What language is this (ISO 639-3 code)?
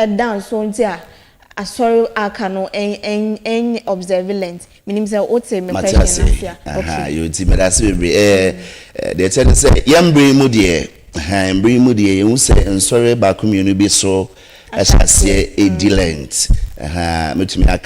aka